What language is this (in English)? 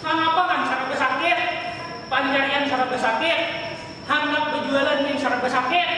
Banjar